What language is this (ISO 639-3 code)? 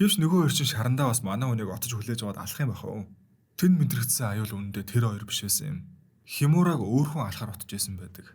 mon